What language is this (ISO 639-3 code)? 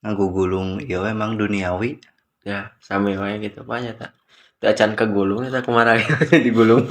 sun